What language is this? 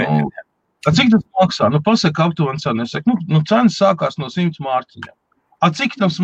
Latvian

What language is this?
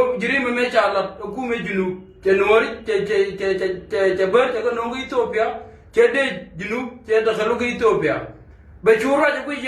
Nuer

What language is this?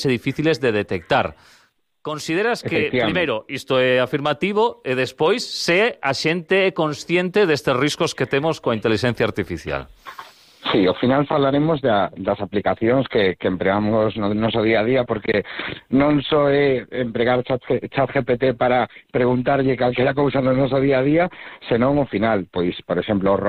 Galician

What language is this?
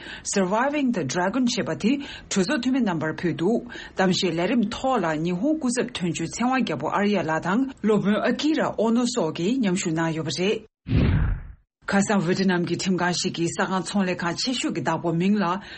Tibetan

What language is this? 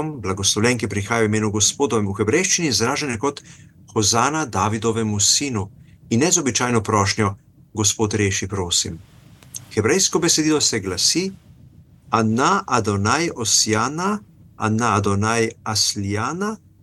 Slovenian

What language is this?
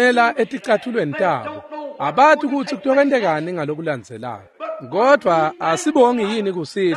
Swati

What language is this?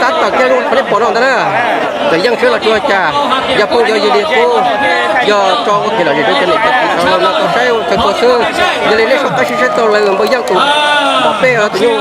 Hmong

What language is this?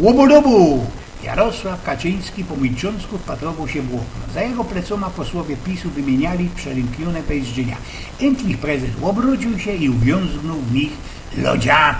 Silesian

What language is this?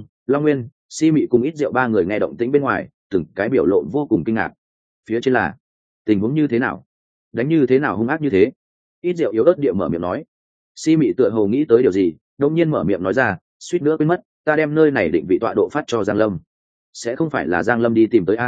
Vietnamese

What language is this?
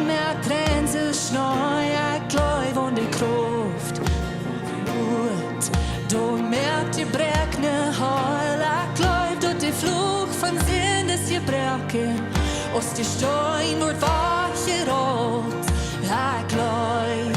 Plautdietsch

